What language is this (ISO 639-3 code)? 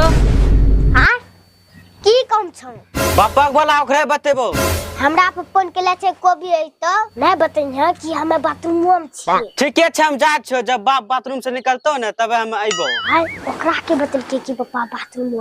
anp